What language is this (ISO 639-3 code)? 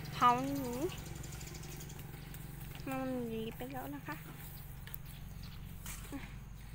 tha